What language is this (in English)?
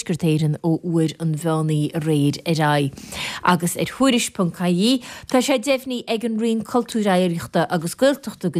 Irish